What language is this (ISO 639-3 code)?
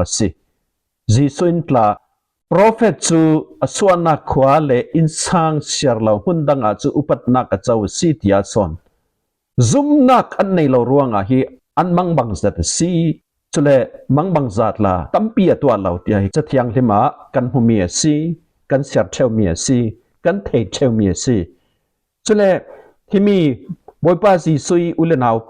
cfm